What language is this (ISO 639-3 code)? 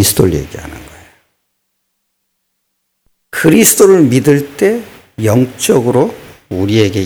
kor